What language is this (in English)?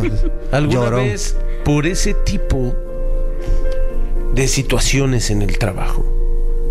Spanish